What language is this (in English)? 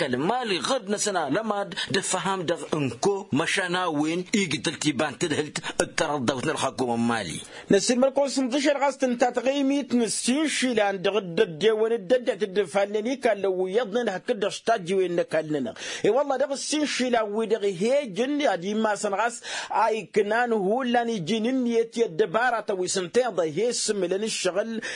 Tamasheq